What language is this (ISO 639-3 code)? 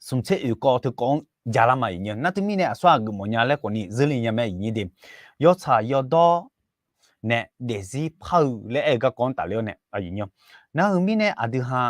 ahk